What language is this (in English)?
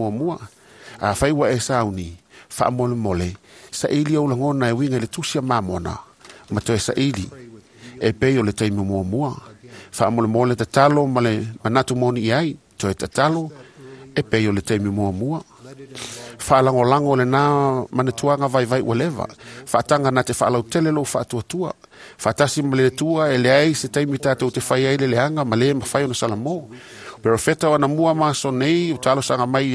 Samoan